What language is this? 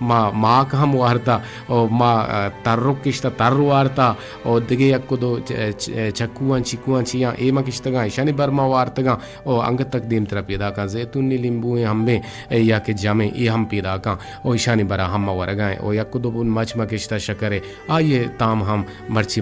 Eastern Balochi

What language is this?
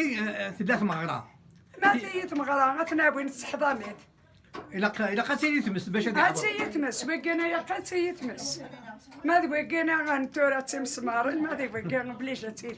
Kabyle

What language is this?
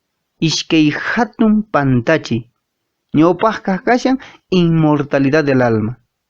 Quechua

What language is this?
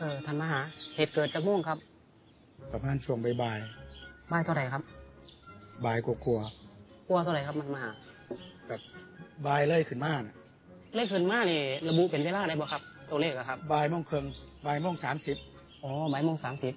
Northeastern Thai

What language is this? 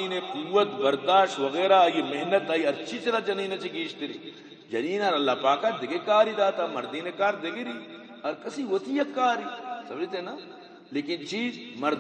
Eastern Balochi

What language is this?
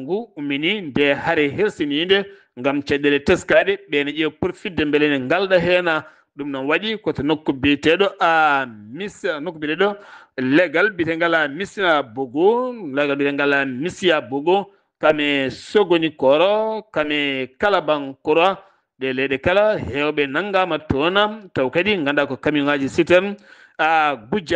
Fula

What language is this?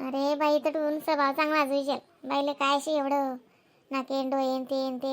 Khandesi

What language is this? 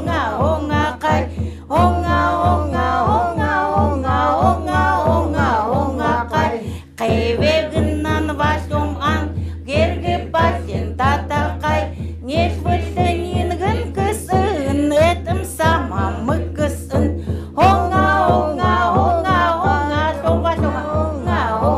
Chukot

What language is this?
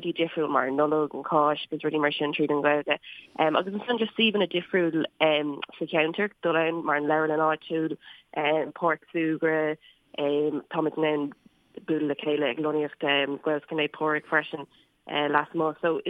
Irish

